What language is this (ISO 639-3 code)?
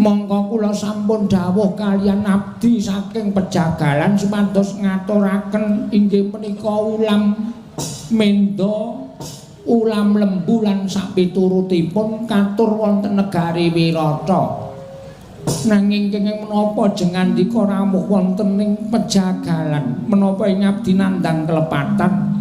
jav